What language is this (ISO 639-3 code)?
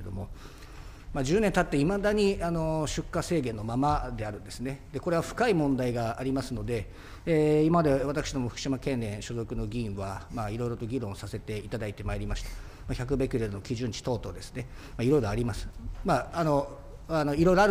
jpn